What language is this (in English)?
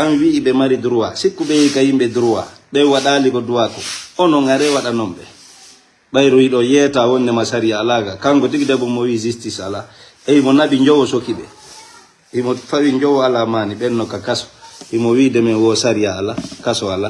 Fula